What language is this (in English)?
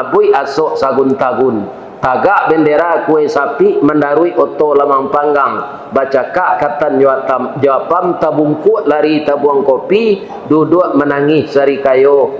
Minangkabau